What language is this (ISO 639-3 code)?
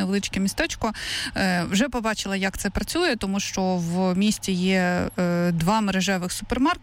ukr